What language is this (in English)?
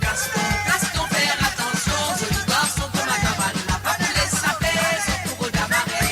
Morisyen